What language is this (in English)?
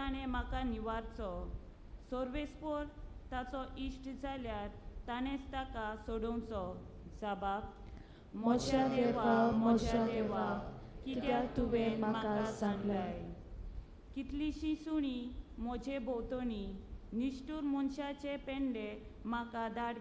Konkani